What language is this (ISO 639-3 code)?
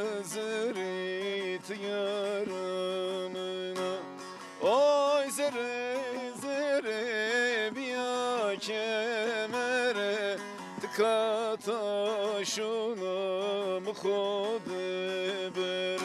zza